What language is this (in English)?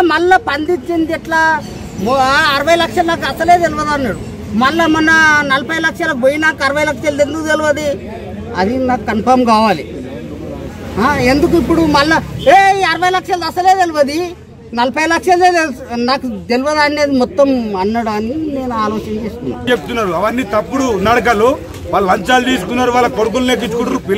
Telugu